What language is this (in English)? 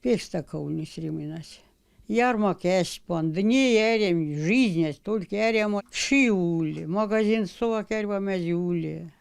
Erzya